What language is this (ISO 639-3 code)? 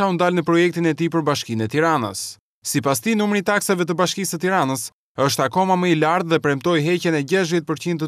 sqi